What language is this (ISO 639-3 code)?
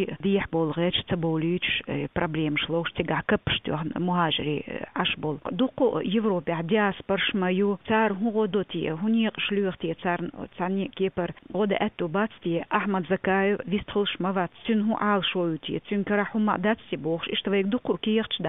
che